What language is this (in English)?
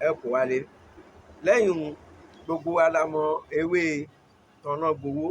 Yoruba